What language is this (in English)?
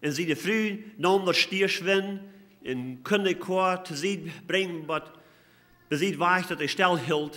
Plautdietsch